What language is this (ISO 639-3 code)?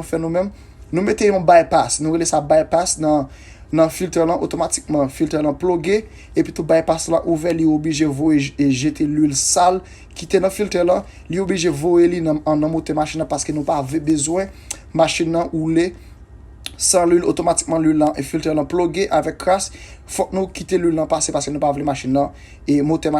hat